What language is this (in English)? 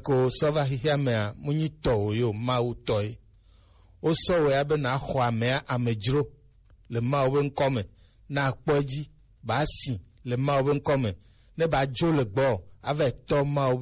Gen